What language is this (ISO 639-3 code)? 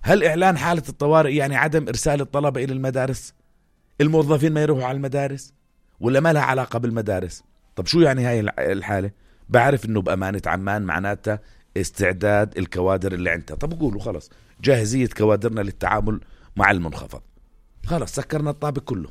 apc